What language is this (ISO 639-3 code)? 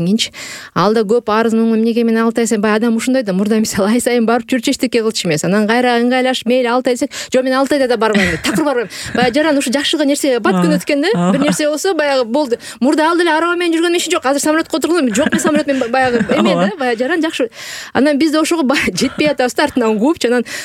kir